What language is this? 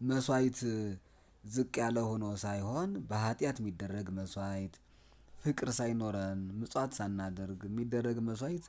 Amharic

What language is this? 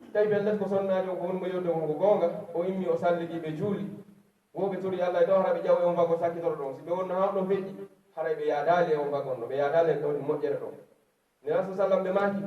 Pular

